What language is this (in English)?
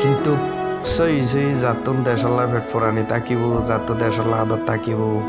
Rohingya